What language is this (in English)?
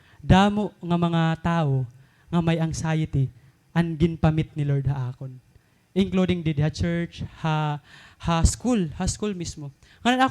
Waray